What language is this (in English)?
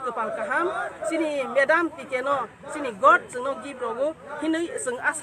Kok Borok